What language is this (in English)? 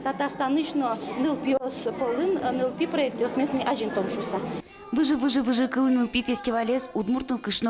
Udmurt